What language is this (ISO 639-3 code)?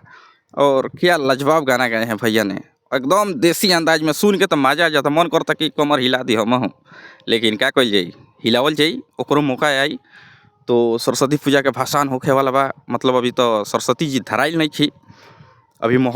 bho